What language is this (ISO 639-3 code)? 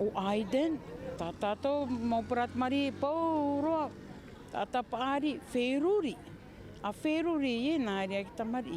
tah